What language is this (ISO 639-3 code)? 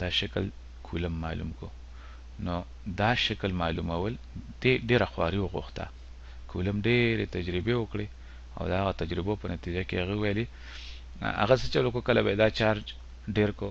pus